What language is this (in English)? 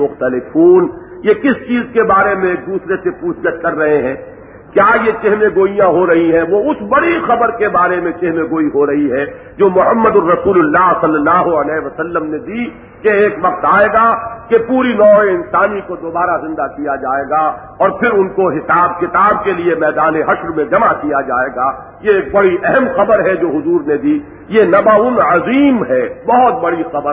Urdu